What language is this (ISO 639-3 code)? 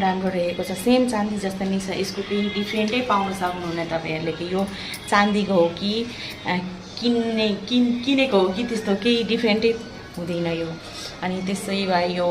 nep